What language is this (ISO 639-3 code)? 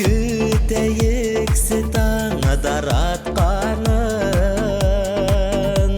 bak